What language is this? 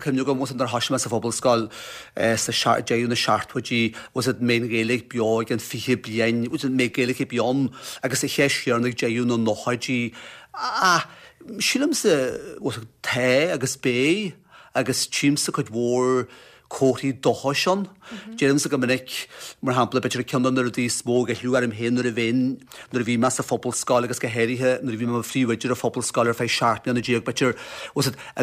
Irish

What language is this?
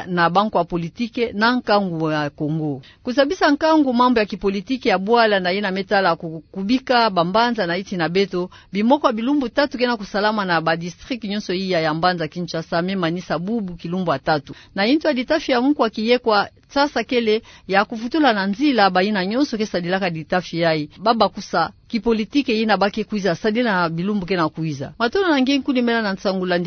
Kituba (Democratic Republic of Congo)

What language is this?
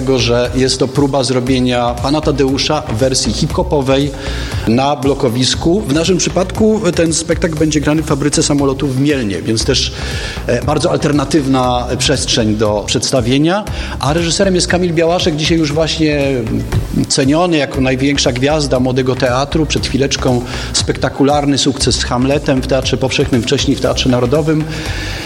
Polish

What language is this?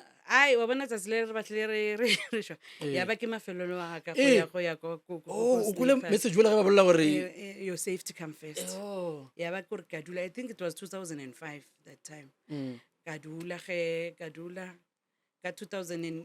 Northern Sotho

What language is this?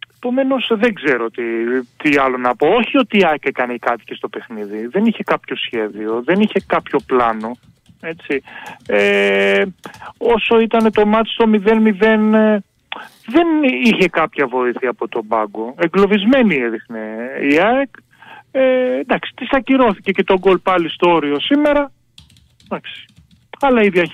Greek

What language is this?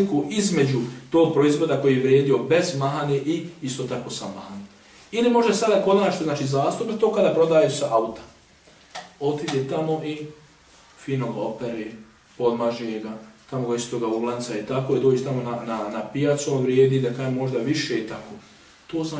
Bosnian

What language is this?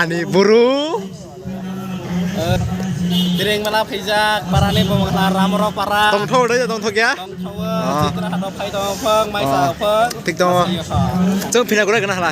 Kok Borok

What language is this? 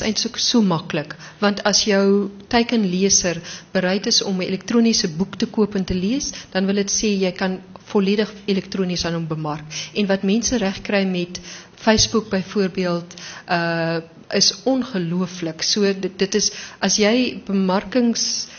Afrikaans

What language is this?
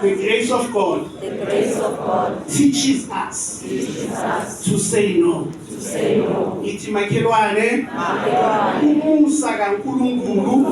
Zulu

